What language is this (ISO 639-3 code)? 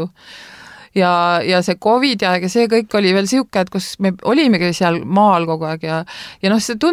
est